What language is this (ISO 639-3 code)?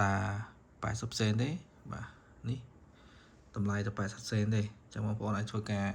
khm